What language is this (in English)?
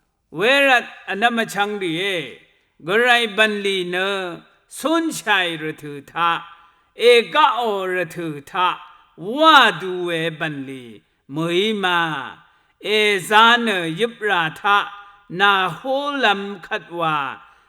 Rawang